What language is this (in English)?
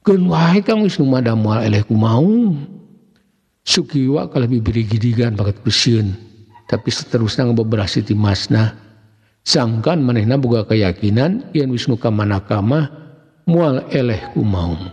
Sundanese